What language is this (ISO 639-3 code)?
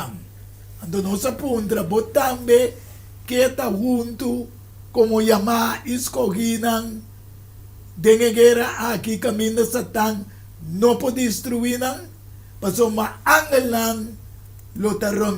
pap